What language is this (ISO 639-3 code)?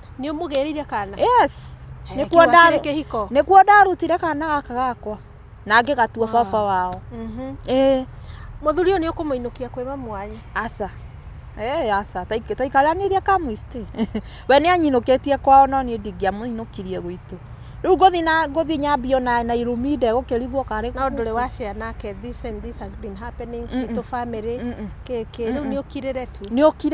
kik